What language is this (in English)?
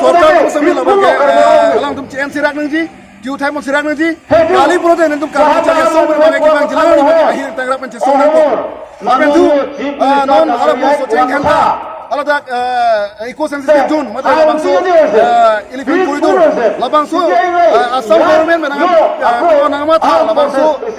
Karbi